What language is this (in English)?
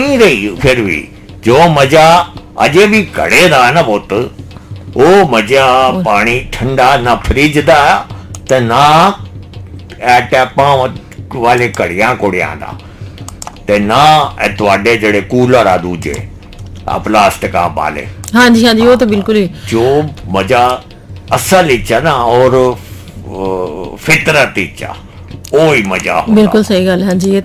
Punjabi